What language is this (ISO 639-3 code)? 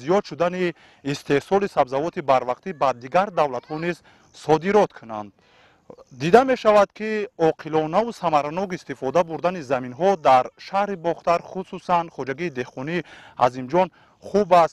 tgk